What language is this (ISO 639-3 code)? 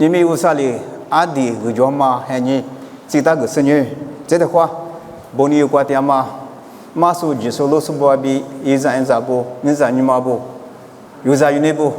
lis